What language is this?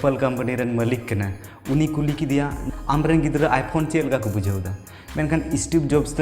Santali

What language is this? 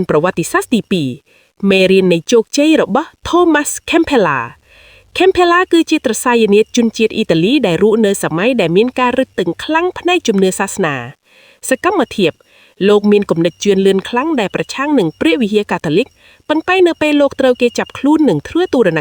Khmer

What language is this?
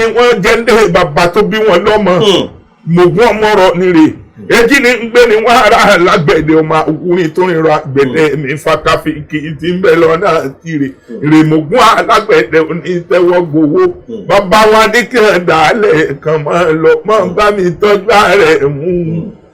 Yoruba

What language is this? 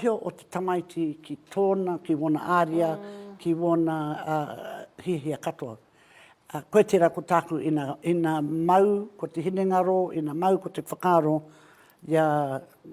Māori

